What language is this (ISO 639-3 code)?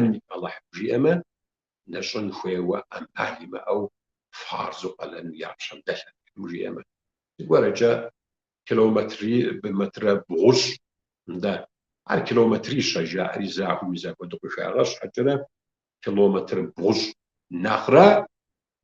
kbd